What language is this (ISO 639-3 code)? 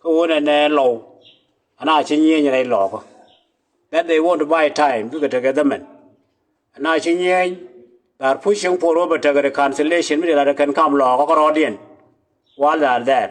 nus